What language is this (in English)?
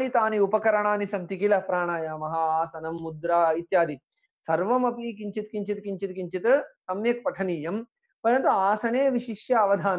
Sanskrit